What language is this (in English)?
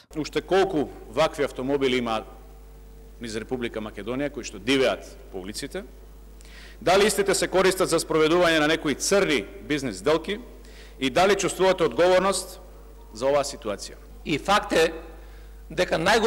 Macedonian